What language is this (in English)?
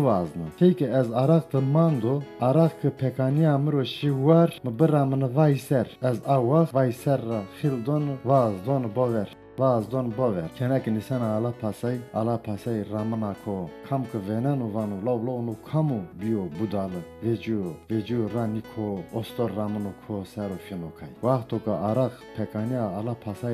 Zaza